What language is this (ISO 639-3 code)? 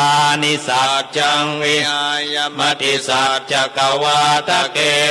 pli